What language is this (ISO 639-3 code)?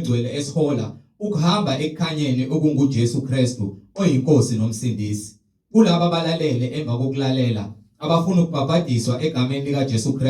zul